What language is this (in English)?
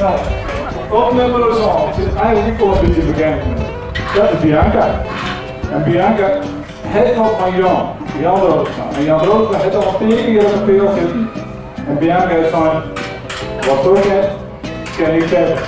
Western Frisian